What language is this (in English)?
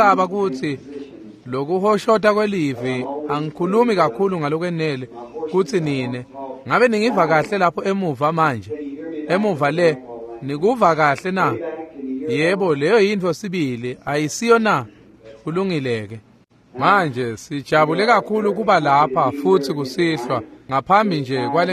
Swati